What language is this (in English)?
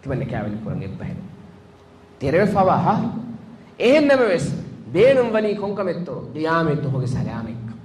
Divehi